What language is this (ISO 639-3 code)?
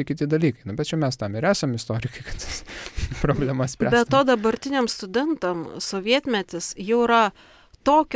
lit